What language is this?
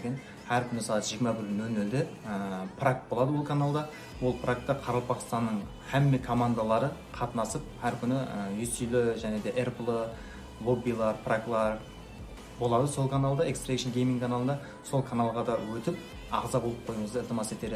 Kara-Kalpak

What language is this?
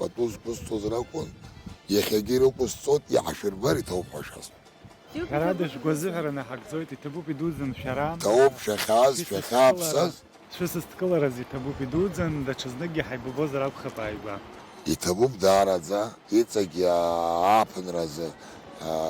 Abkhazian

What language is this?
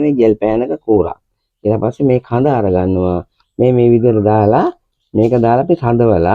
Sinhala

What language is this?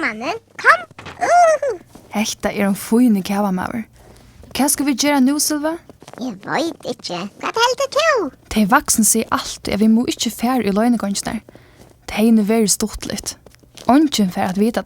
Faroese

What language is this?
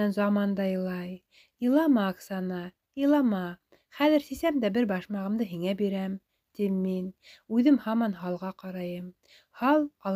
Bashkir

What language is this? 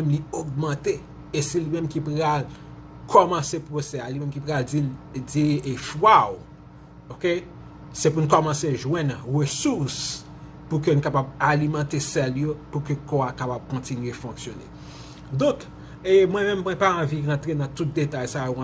Haitian Creole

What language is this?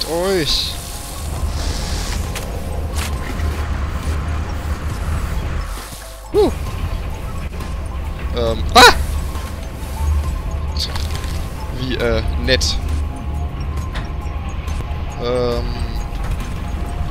German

